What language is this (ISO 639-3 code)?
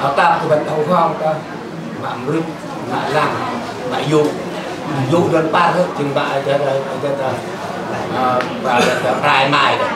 cmo